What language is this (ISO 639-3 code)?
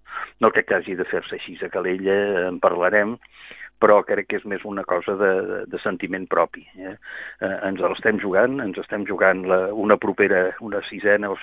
cat